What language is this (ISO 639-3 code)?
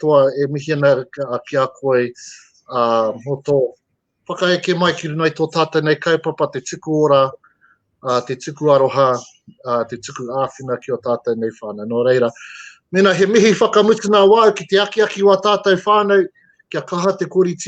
mri